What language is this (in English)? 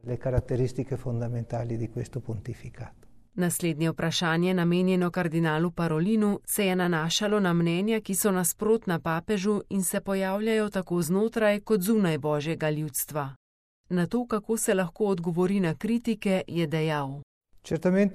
Slovenian